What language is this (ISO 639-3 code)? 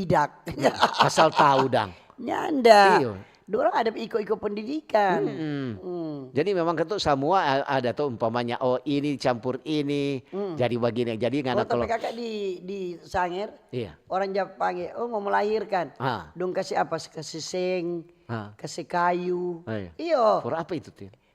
xmm